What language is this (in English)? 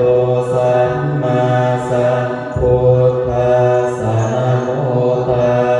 Pali